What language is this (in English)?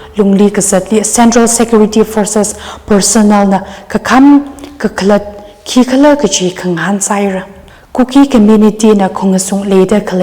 Tangkhul Naga (India)